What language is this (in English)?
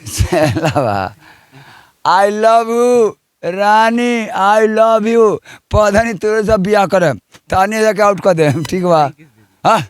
Bhojpuri